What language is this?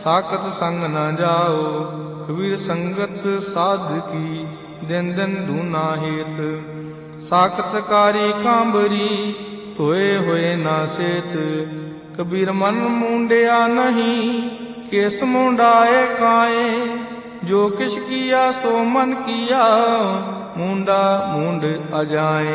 Punjabi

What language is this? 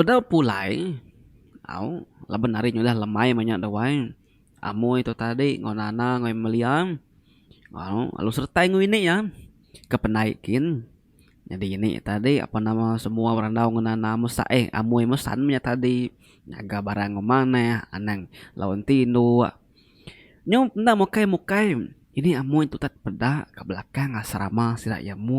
Iban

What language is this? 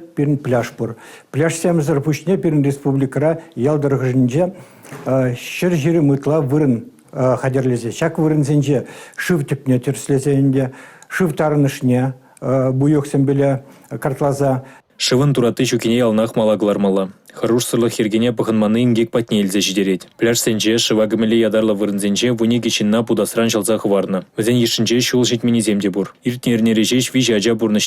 Chuvash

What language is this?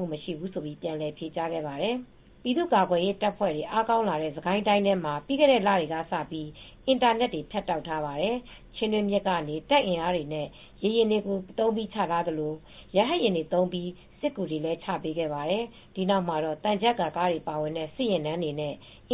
Burmese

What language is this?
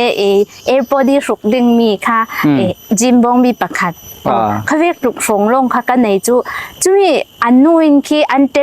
Falam Chin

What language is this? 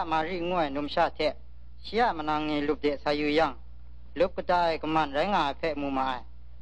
Kachin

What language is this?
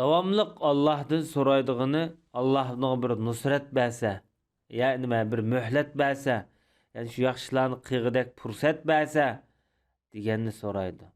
Uyghur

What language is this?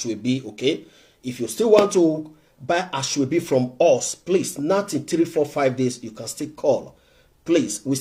Nigerian Pidgin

